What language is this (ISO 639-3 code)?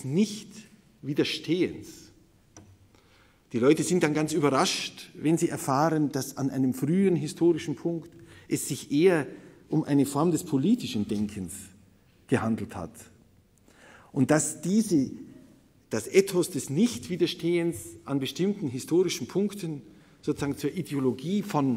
deu